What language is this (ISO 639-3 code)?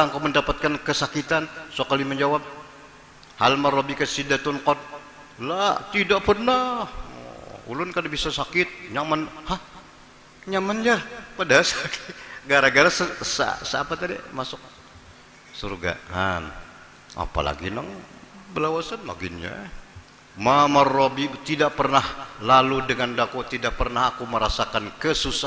bjn